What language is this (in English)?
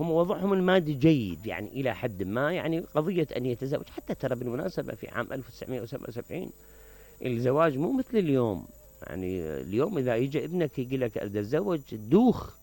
Mesopotamian Arabic